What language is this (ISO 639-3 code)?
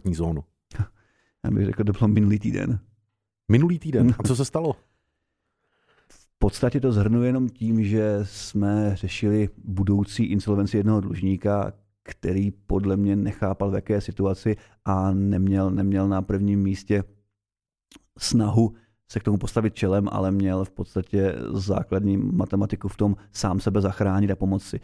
ces